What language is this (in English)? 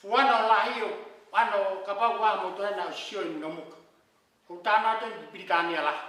Tongan